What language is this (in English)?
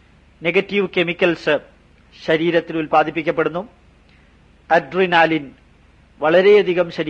Malayalam